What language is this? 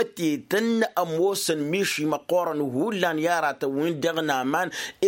Tamasheq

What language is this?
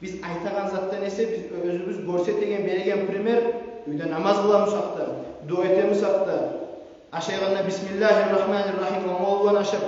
Kumyk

